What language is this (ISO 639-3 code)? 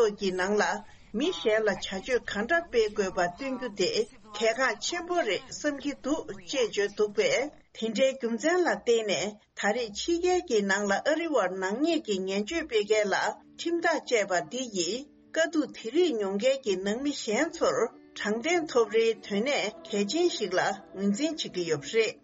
bod